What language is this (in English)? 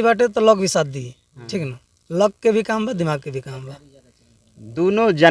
Bhojpuri